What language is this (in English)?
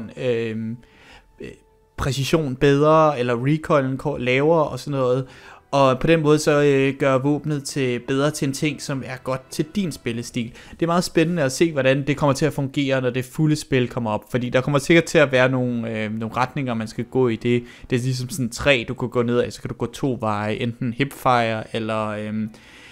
Danish